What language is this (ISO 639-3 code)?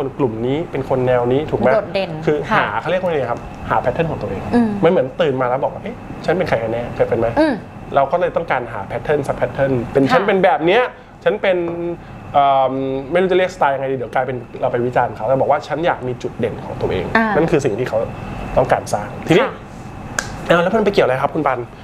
tha